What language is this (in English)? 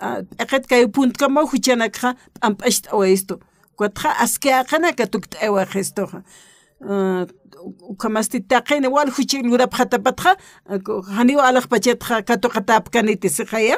Aymara